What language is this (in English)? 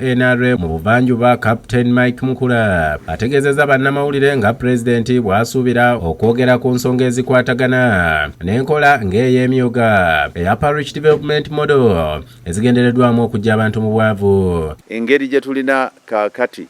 Ganda